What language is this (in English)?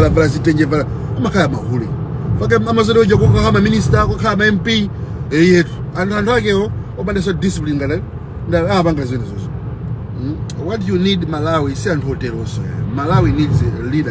Nyanja